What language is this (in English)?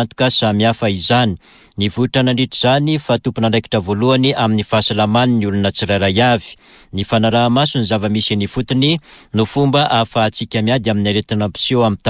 Malagasy